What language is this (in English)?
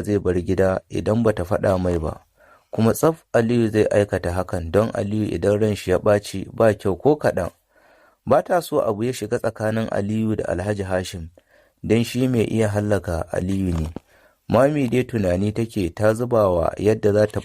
Hausa